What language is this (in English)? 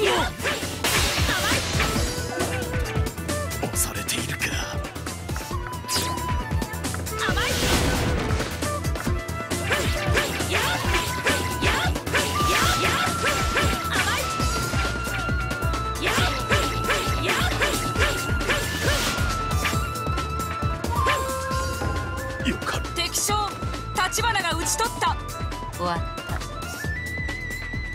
Japanese